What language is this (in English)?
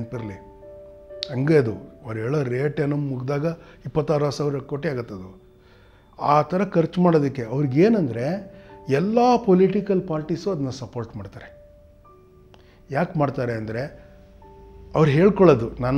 Kannada